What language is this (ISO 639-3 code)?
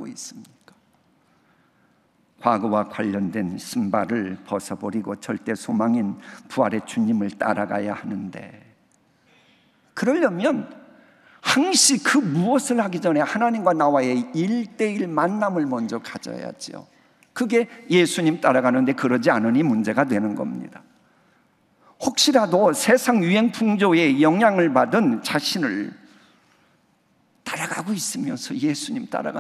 kor